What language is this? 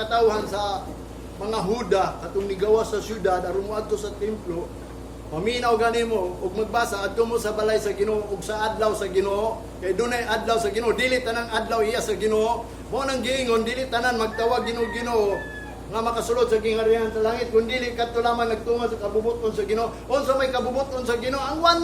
Cebuano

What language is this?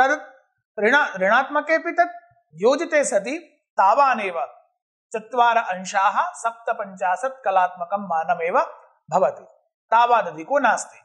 Sanskrit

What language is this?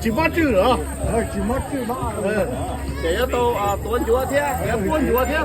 Hmong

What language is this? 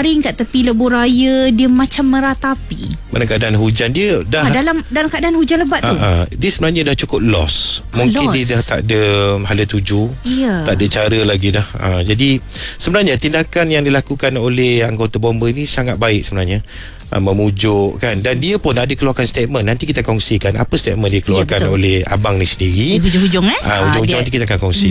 Malay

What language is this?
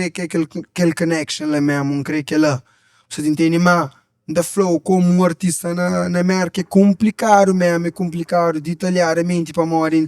Kabuverdianu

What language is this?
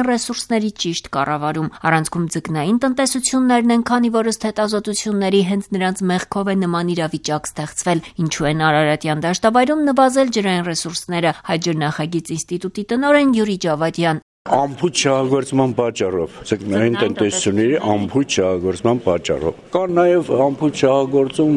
Armenian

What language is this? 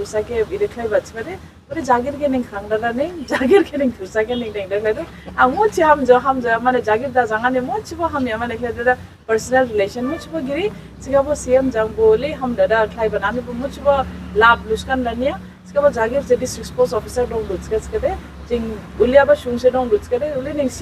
Dimasa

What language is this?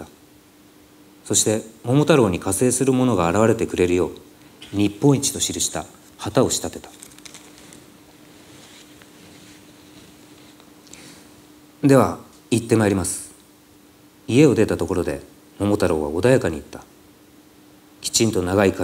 Japanese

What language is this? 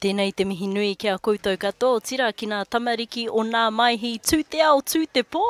Māori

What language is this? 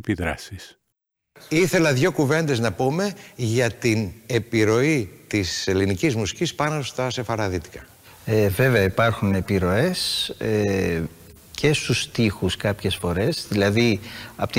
Greek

